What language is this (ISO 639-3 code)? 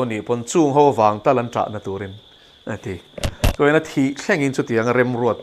lus